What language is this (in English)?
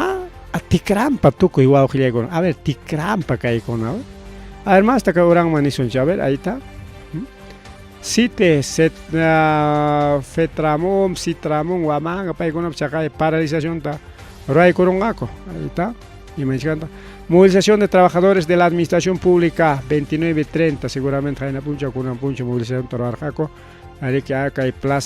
Ayacucho Quechua